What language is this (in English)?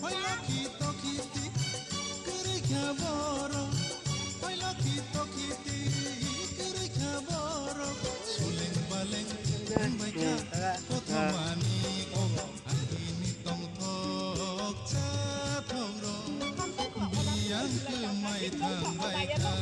Kok Borok